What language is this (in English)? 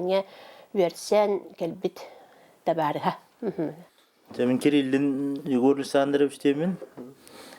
Yakut